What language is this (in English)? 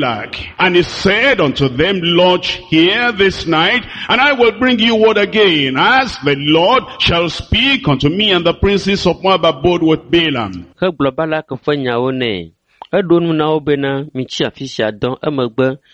Ewe